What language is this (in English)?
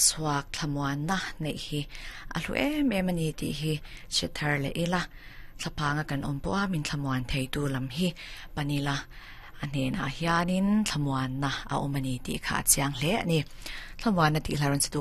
Mizo